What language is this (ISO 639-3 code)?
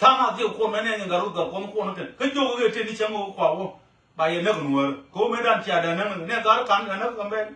nus